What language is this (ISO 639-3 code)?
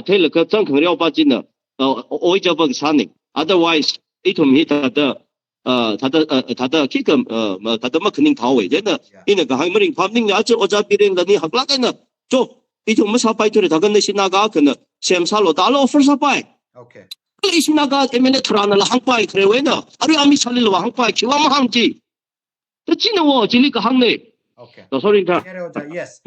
nmf